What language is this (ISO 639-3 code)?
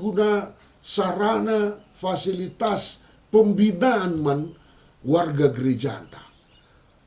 btx